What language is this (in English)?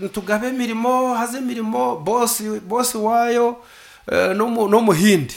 Nyankole